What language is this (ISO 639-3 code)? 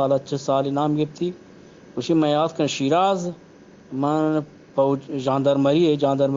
bgp